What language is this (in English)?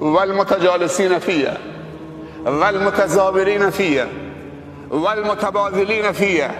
Persian